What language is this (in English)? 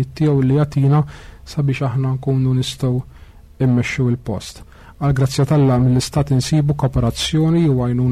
Maltese